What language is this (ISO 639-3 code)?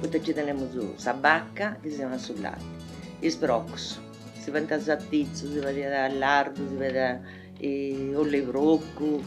srd